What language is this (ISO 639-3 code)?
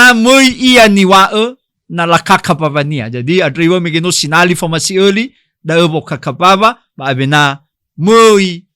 nia